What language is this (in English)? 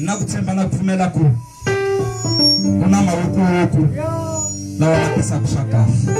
Tsonga